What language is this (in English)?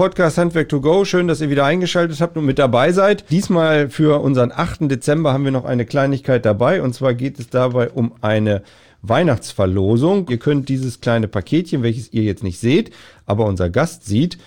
German